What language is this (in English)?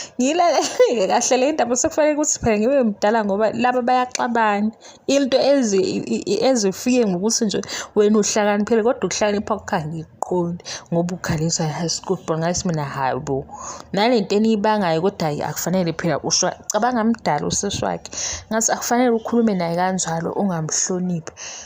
Zulu